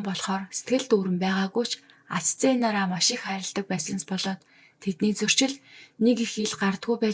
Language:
Mongolian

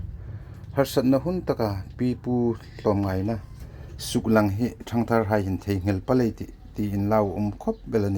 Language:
Hmar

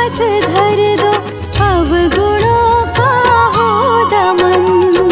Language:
Hindi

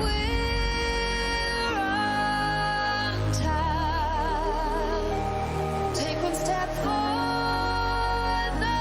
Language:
Kara-Kalpak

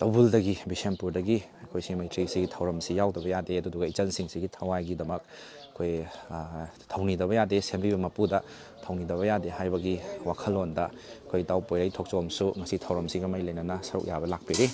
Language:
Manipuri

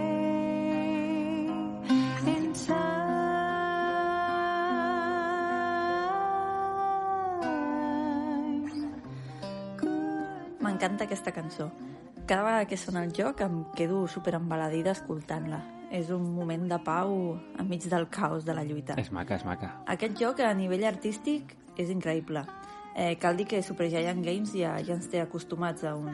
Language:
Catalan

